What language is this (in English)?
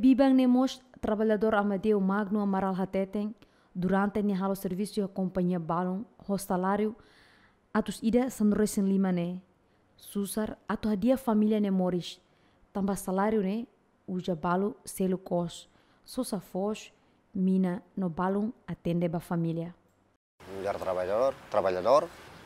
Tetum